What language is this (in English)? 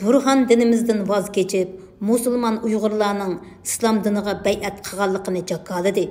Uyghur